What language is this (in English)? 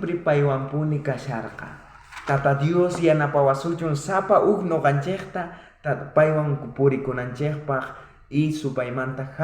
South Bolivian Quechua